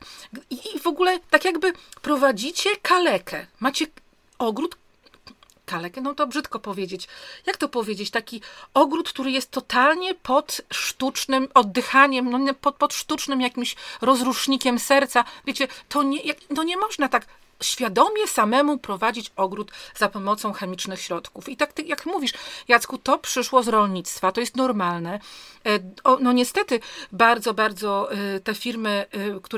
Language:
Polish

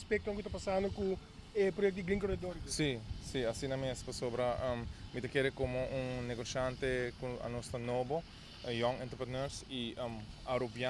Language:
Papiamento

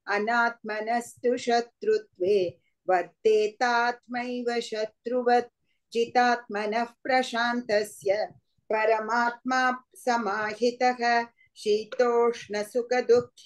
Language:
Sanskrit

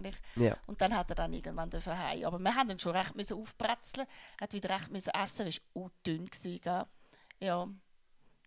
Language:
Swiss German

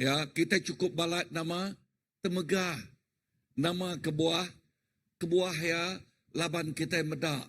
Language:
Iban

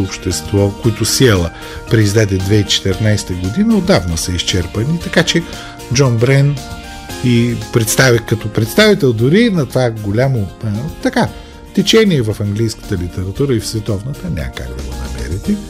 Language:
Bulgarian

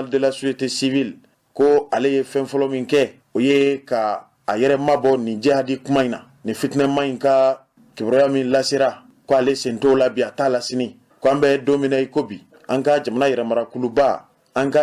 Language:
Bambara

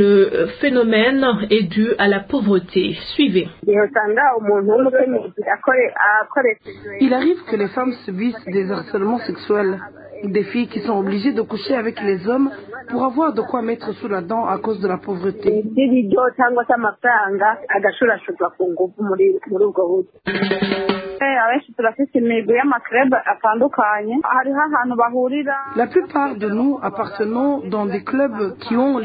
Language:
French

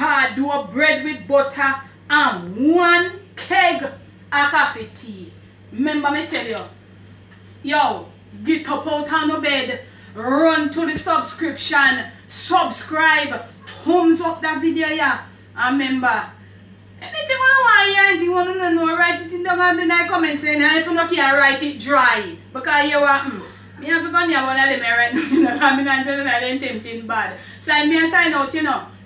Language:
Jamaican Creole English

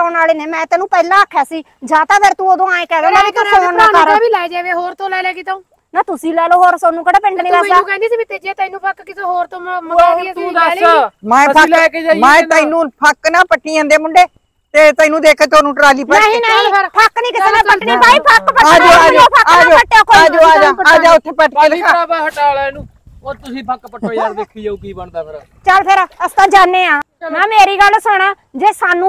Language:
Punjabi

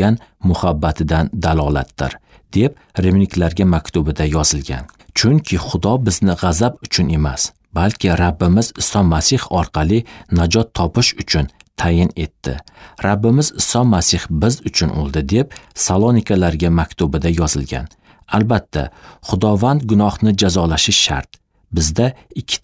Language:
Uzbek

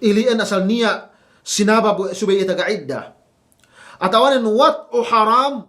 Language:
Yakan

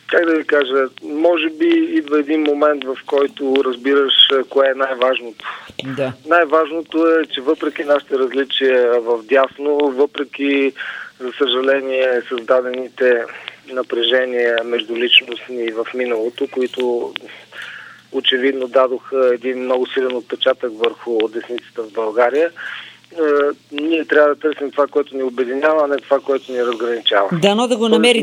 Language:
Bulgarian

